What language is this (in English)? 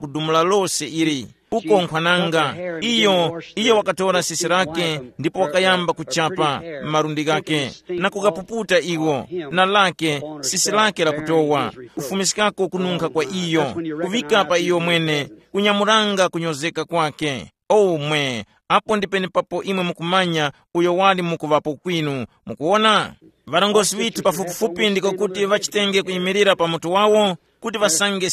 Tumbuka